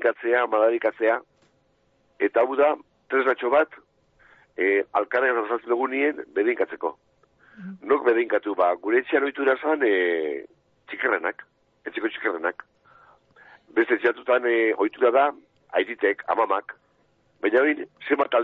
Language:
Basque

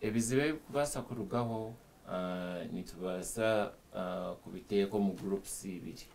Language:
Nyankole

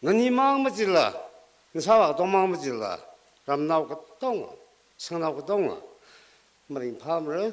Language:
Tangkhul Naga (India)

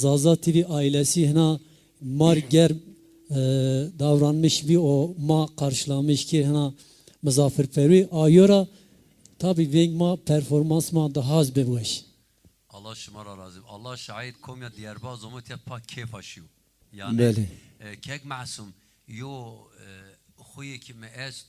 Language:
Zaza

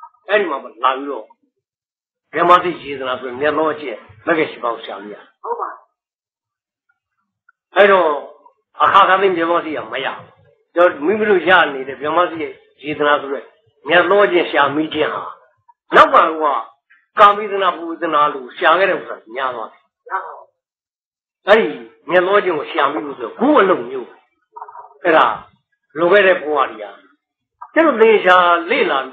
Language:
Burmese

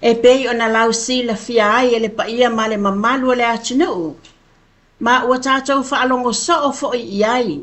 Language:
Samoan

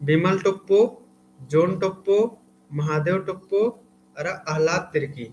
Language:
Kurukh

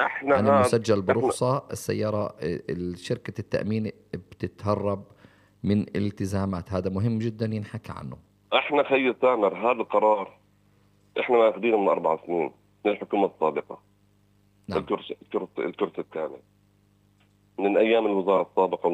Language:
South Levantine Arabic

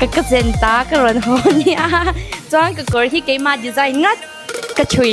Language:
Mizo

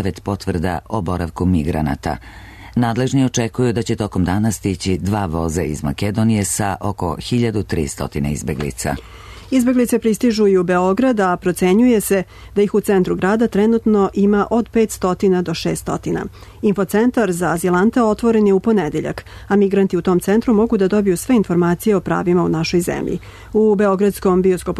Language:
Serbian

